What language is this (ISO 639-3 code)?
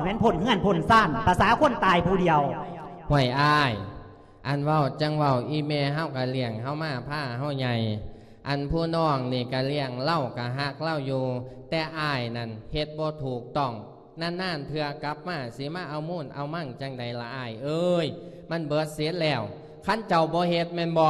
lao